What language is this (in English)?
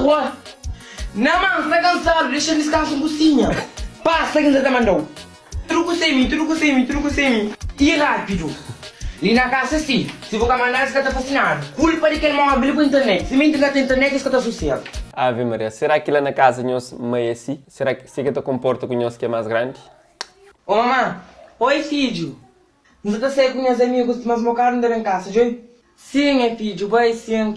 Kabuverdianu